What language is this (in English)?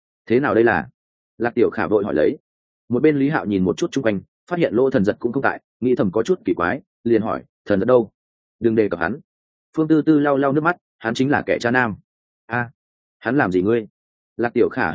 Vietnamese